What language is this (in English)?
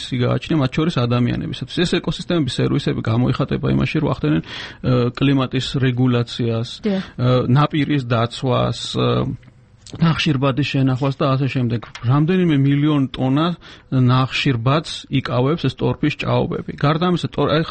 Georgian